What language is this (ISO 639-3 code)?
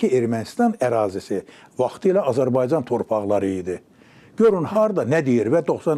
aze